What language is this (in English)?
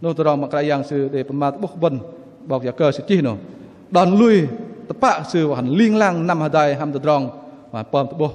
Bahnar